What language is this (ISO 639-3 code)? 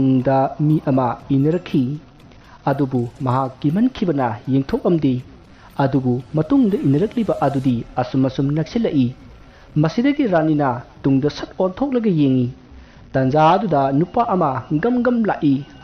mni